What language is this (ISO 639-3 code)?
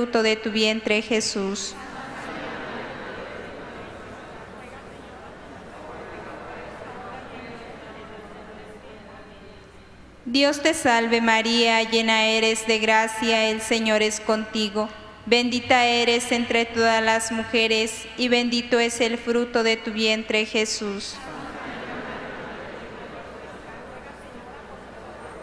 spa